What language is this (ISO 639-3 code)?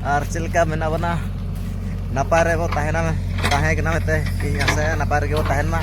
sat